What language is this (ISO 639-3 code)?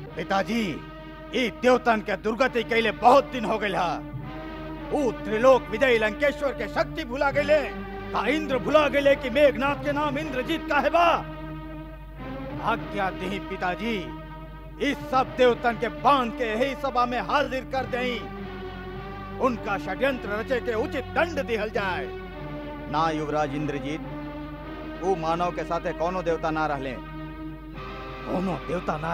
bho